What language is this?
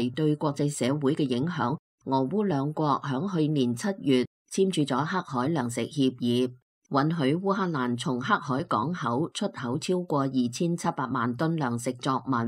Cantonese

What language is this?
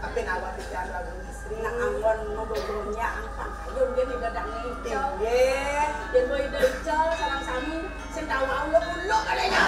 Balinese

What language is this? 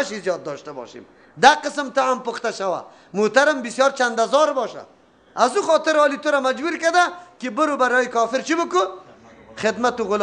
Persian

